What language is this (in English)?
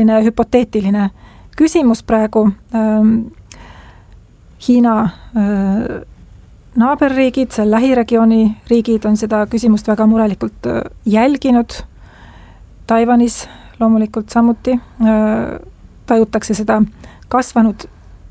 Estonian